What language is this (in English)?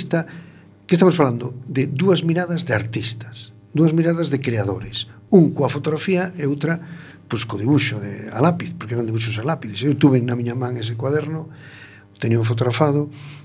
Galician